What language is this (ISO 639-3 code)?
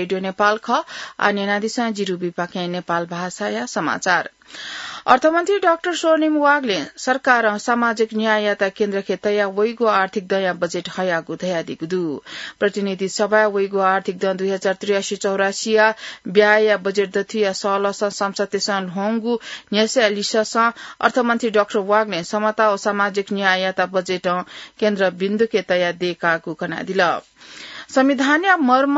new